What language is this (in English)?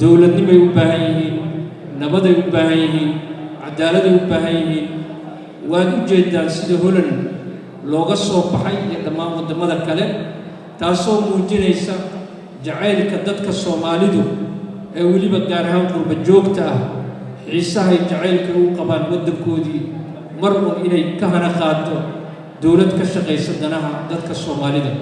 Somali